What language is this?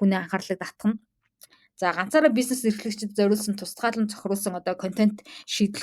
Mongolian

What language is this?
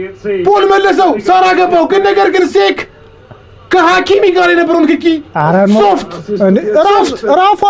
Amharic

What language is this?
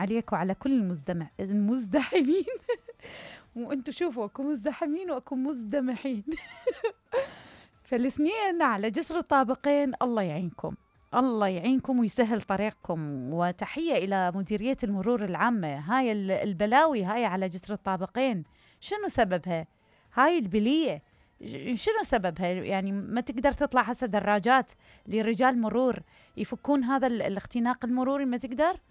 Mesopotamian Arabic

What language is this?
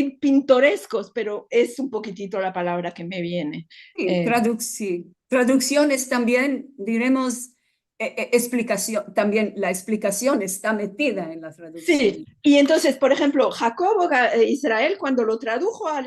Ladino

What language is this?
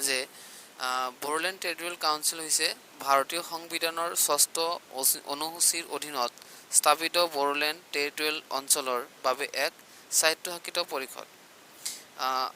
Assamese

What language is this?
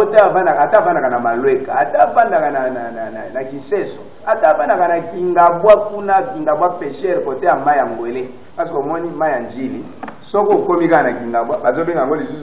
Lingala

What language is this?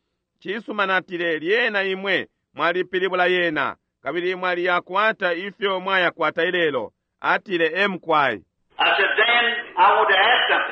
Bemba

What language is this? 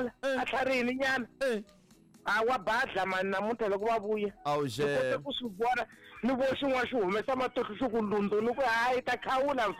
Tsonga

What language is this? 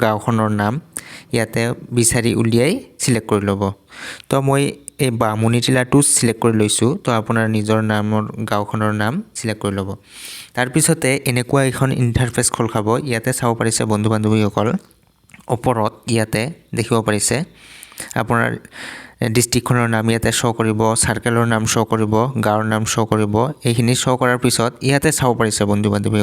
Assamese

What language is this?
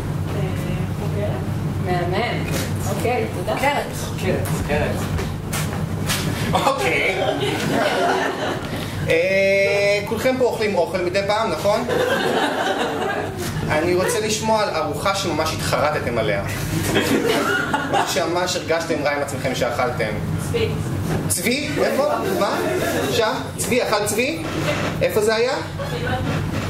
Hebrew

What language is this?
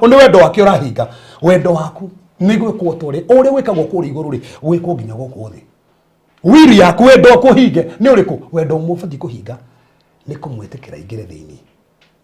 Kikuyu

